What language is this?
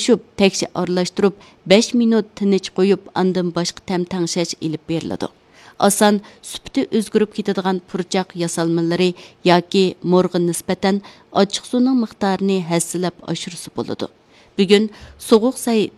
Uyghur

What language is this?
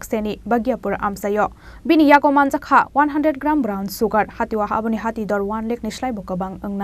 Kok Borok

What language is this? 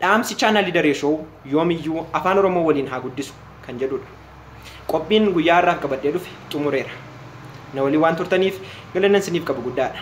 Oromo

